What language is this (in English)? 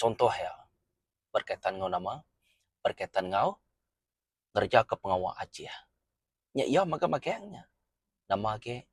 Iban